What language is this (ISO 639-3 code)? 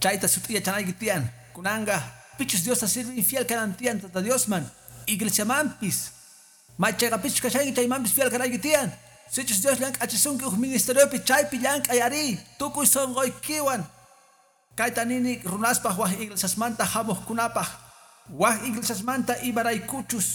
que